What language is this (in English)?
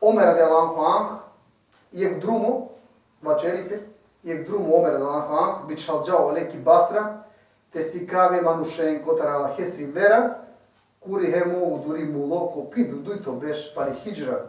Balkan Romani